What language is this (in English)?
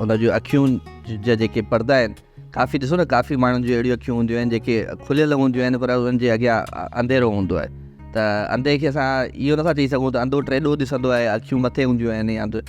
Sindhi